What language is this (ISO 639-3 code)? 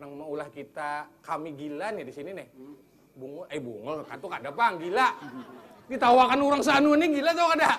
bjn